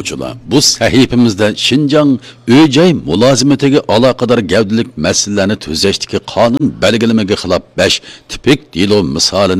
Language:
Uyghur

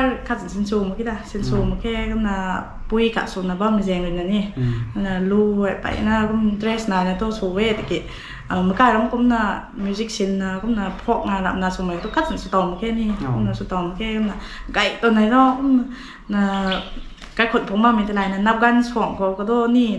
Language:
Rongmei Naga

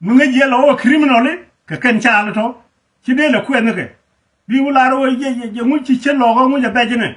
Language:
Nuer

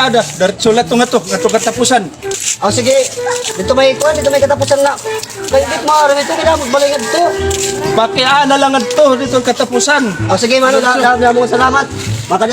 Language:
Waray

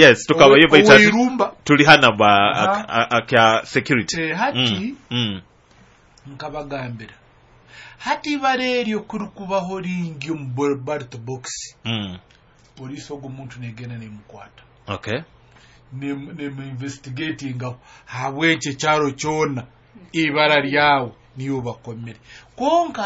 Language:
Nyoro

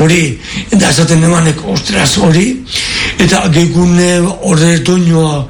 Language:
Basque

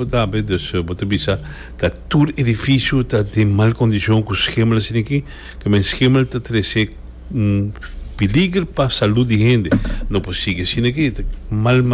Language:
Papiamento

